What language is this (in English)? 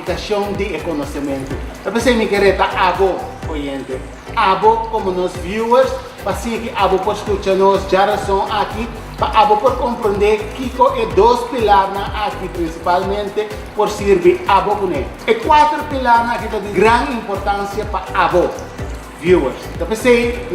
Papiamento